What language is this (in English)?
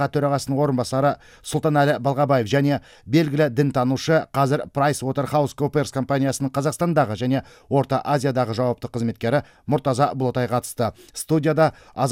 Kazakh